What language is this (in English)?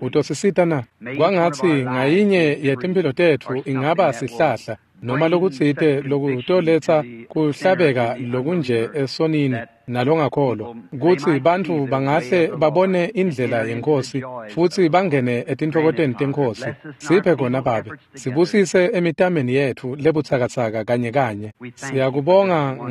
Swati